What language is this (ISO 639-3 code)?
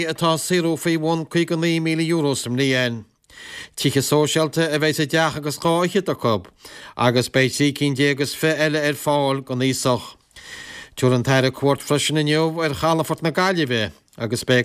gle